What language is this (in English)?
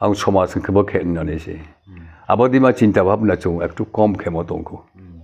Riang (India)